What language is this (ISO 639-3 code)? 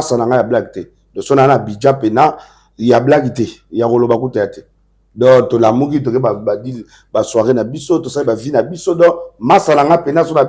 lin